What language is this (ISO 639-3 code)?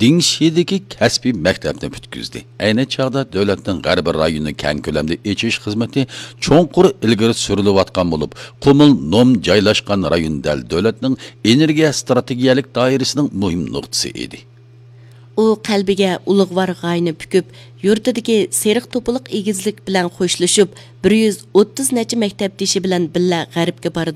uig